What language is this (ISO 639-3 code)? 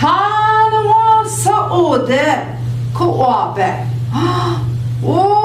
ojc